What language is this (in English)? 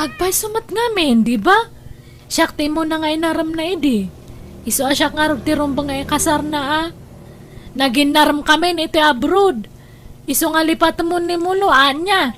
Iloko